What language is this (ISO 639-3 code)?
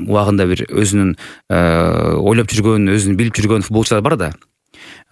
kir